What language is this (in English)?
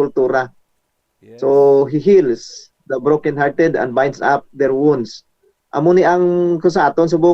Hiligaynon